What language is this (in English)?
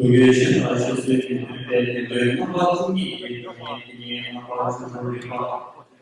Tibetan